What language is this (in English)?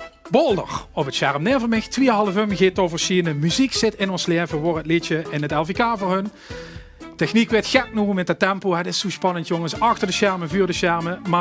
Limburgish